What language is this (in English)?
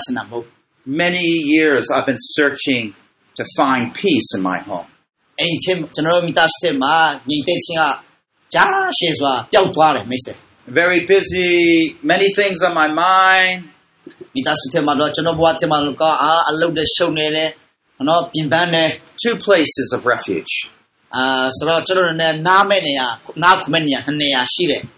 Burmese